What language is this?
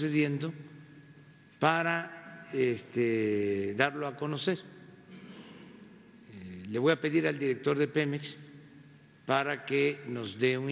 Spanish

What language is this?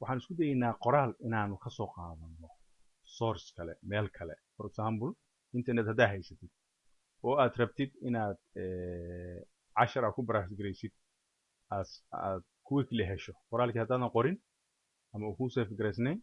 Somali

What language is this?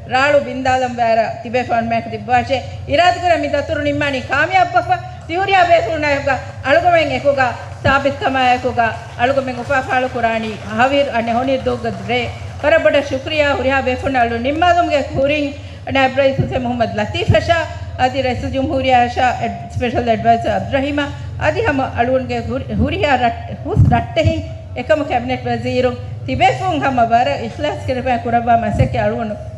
Divehi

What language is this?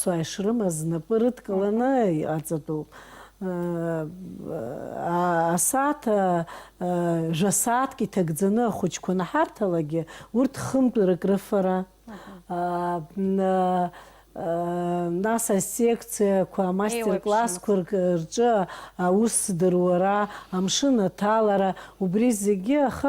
Abkhazian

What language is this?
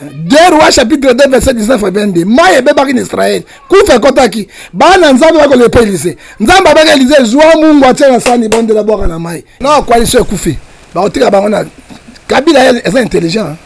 Lingala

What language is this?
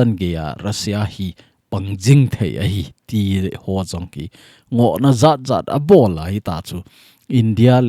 Thado Chin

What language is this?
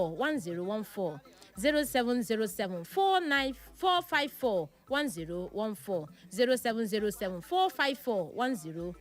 Igbo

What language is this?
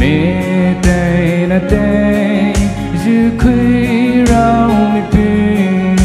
Poumei Naga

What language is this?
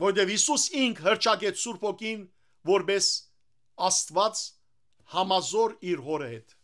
Western Armenian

